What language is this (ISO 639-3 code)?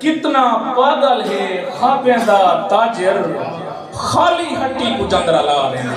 skr